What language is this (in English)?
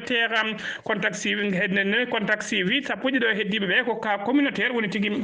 Fula